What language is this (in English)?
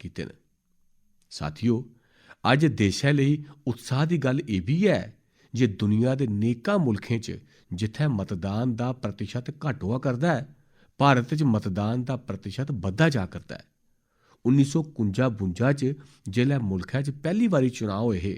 Dogri